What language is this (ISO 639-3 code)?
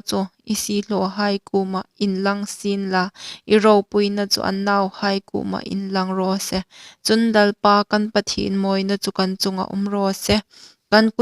hmr